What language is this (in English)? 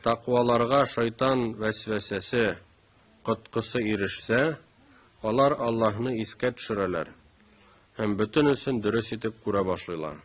Tatar